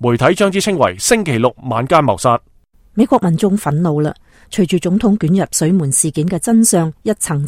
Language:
Cantonese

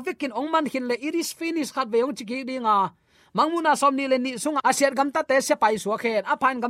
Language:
Tedim Chin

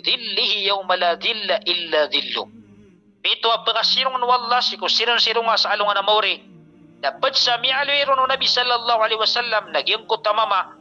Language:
Maranao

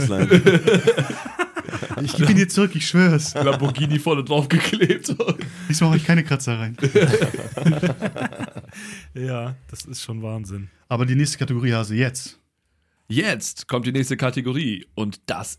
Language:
German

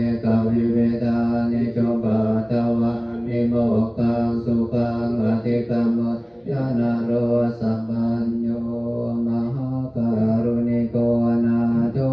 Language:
Pali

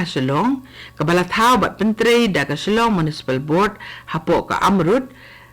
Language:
Khasi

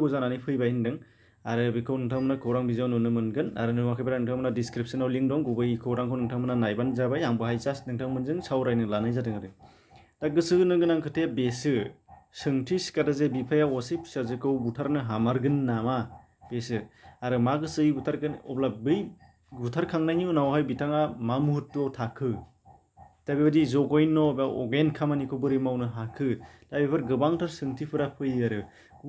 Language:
Bodo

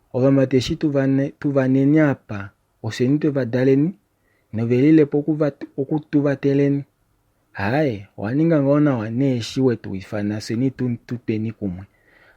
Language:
Kuanyama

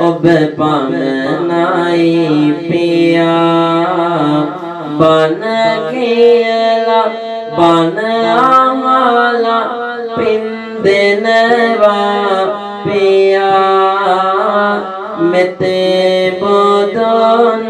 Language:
Sinhala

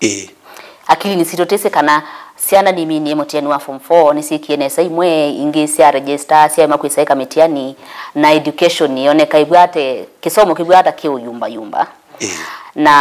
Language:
Kamba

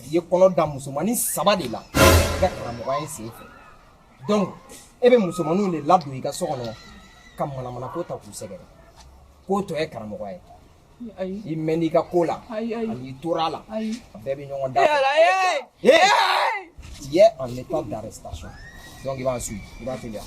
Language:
Bambara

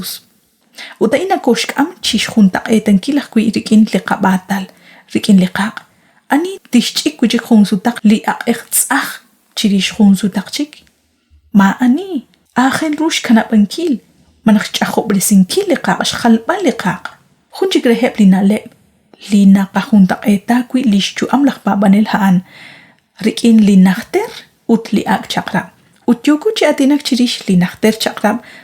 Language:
Kekchí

